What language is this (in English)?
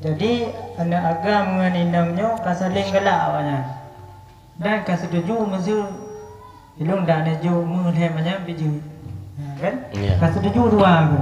Achinese